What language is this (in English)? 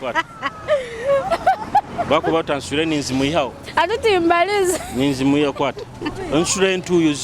Nyoro